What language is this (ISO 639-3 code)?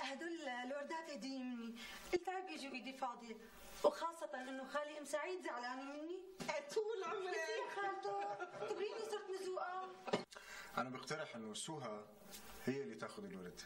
apc